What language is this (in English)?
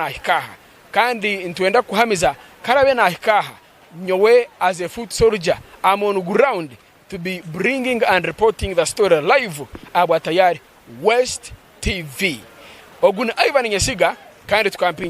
Nyankole